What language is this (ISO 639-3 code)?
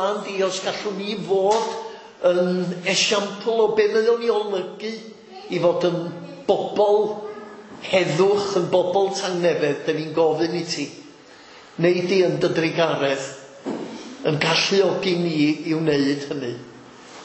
cym